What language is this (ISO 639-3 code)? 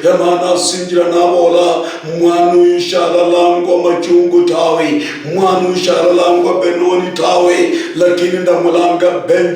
luy